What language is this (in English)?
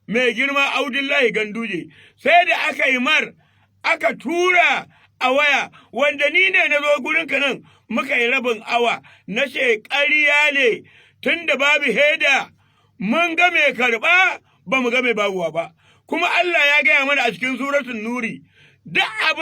Hausa